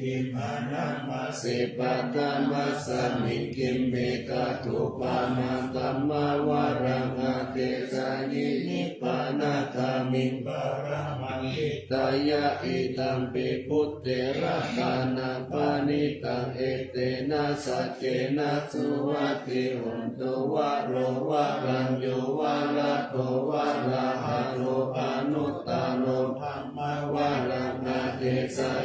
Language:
Pali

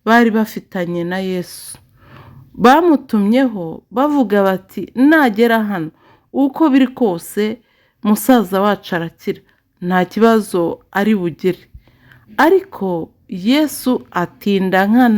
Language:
Kinyarwanda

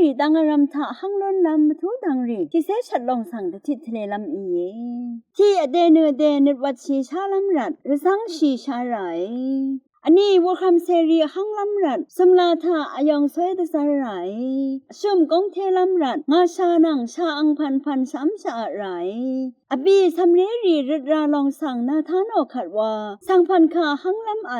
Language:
Rawang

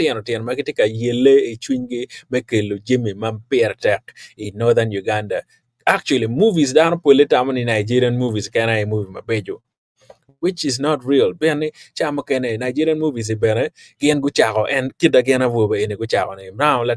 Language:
Acoli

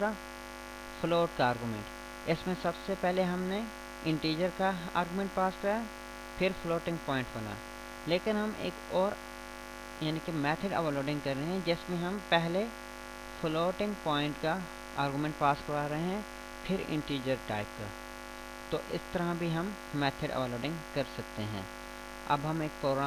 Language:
Hindi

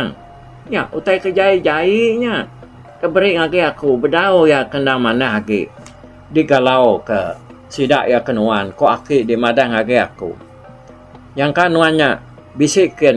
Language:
Iban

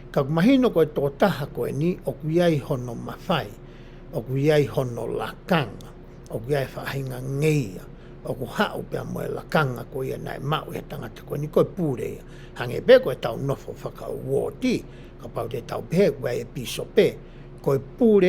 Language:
Tongan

